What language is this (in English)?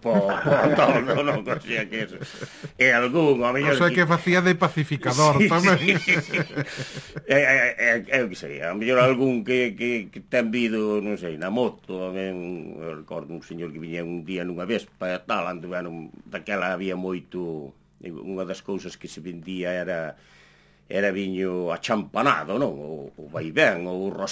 Galician